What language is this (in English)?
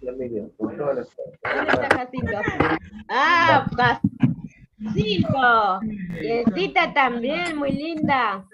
Guarani